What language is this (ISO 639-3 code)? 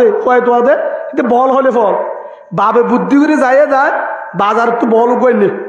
rhg